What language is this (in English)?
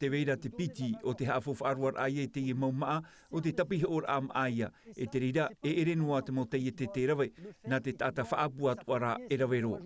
Tahitian